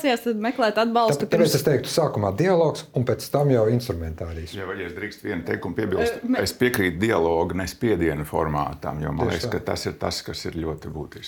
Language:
Latvian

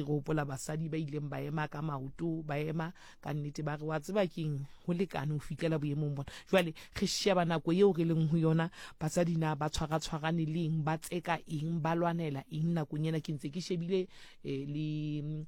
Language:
Southern Sotho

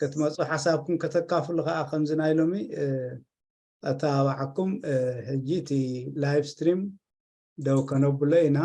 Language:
Tigrinya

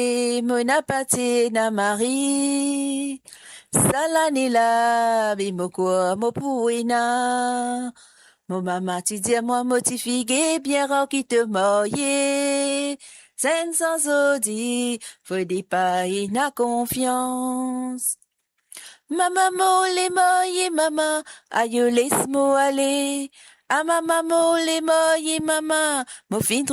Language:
Morisyen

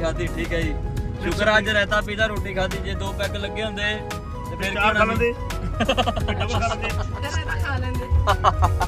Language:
Punjabi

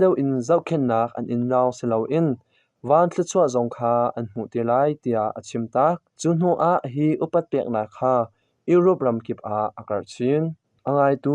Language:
Hakha Chin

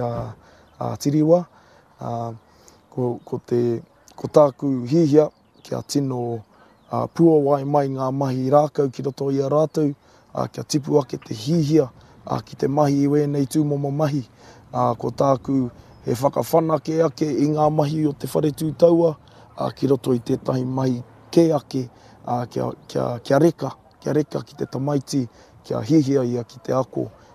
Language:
Māori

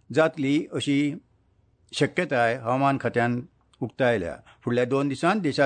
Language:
Konkani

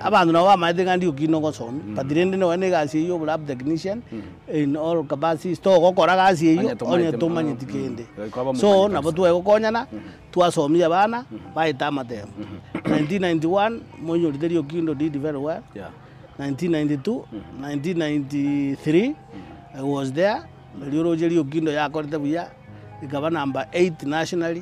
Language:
Gusii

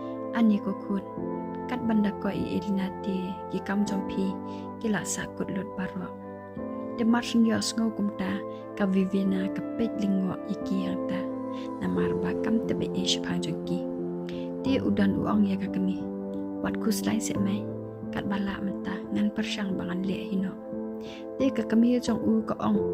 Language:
Khasi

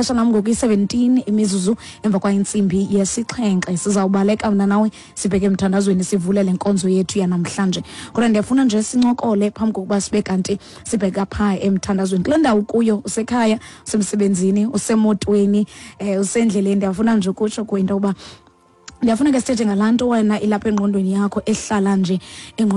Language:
Xhosa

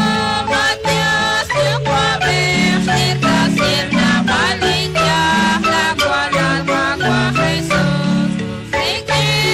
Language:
Kekchí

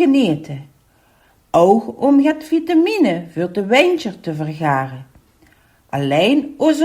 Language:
Limburgish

